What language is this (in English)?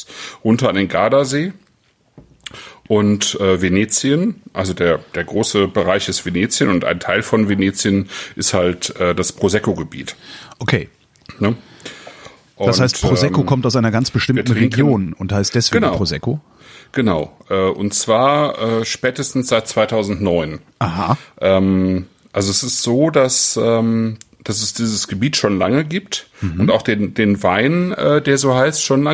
German